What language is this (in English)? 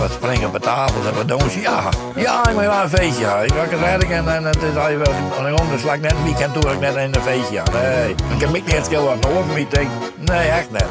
Western Frisian